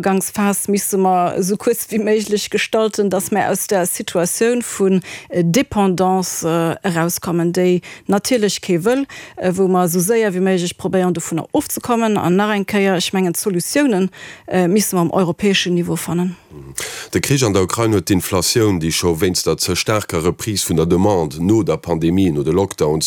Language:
Luxembourgish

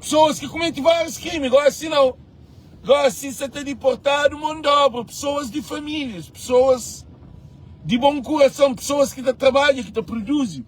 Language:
Kabuverdianu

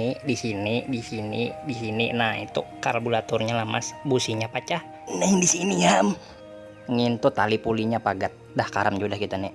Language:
Banjar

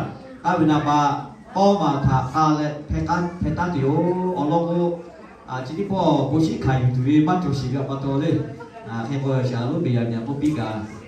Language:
Lahu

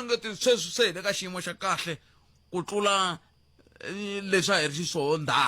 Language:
Tsonga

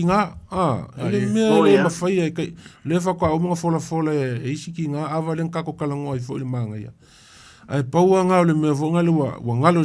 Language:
Samoan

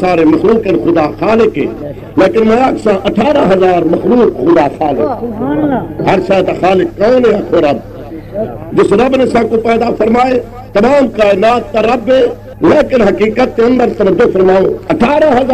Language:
Saraiki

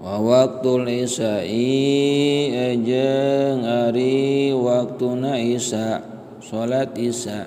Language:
Sundanese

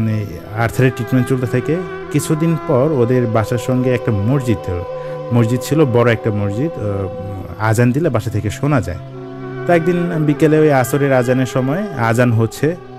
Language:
Bangla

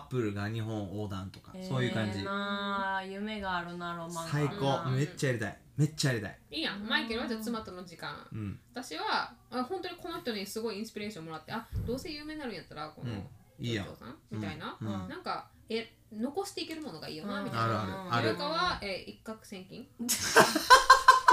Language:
Japanese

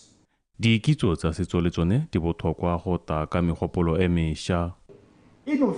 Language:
Tswana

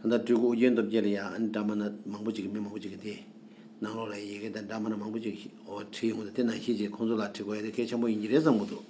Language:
Tibetan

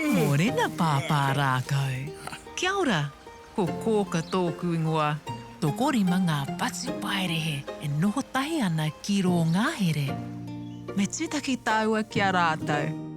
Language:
Māori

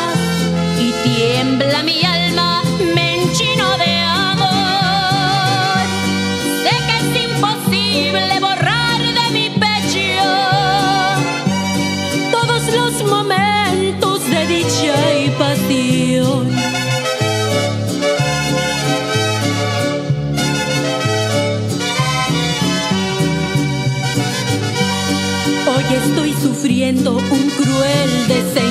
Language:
Spanish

